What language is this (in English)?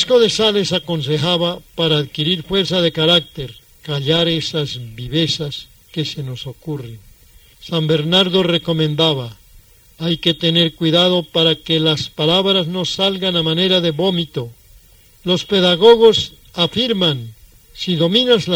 Spanish